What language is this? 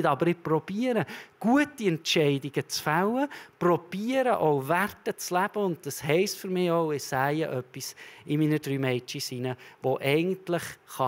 Swiss German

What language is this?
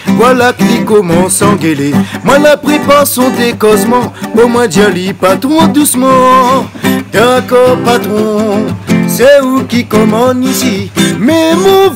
Réunion Creole French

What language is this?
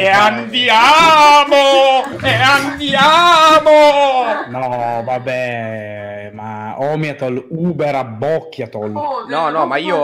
Italian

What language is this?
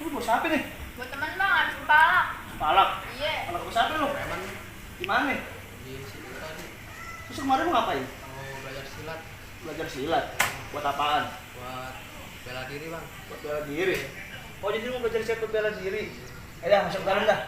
Betawi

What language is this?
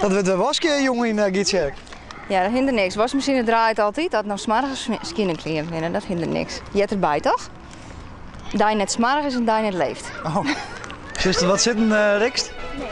Western Frisian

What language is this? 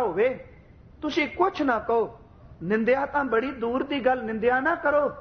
Punjabi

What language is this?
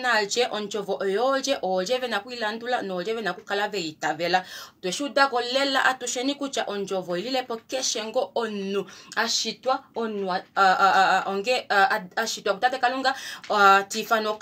Kuanyama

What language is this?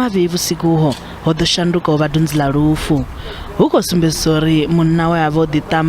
Venda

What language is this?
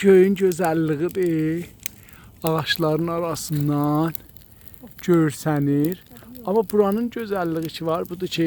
South Azerbaijani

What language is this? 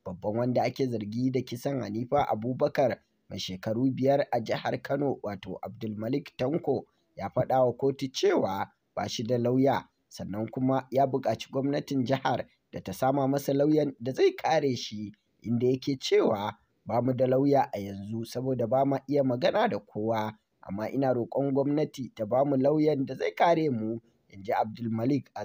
Hausa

